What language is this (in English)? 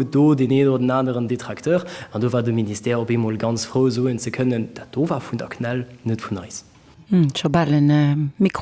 Luxembourgish